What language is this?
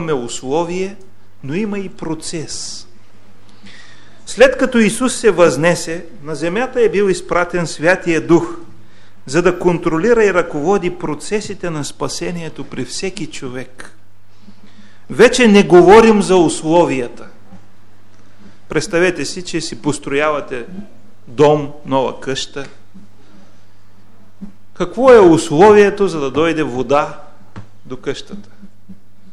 Bulgarian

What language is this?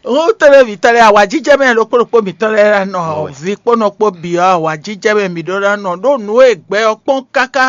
Fon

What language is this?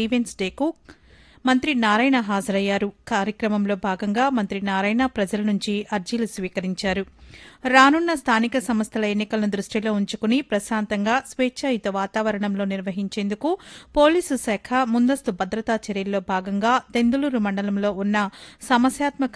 Telugu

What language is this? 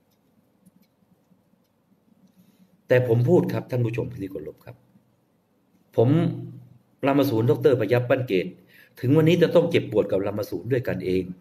Thai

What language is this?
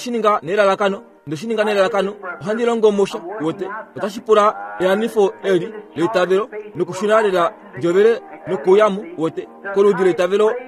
Kuanyama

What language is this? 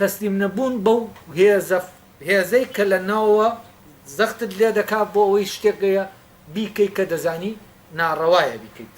Central Kurdish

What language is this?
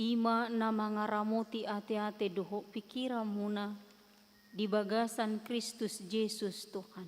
Batak Toba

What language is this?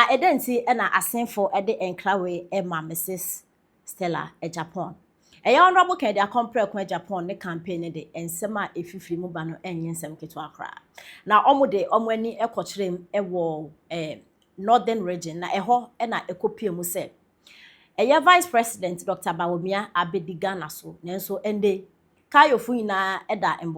Akan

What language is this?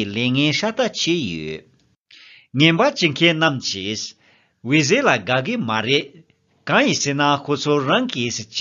Tibetan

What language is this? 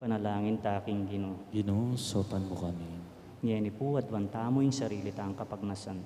Pampanga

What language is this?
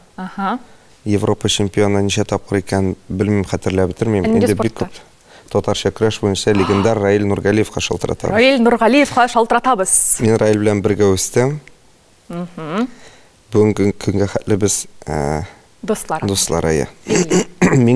Tatar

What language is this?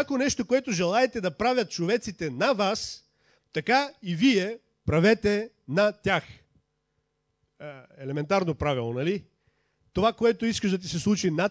Bulgarian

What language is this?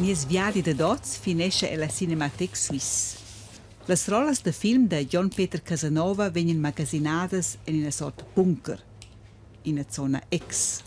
Romansh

